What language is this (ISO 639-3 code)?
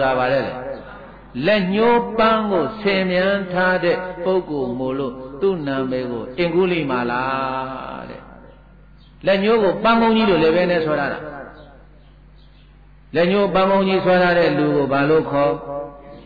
mya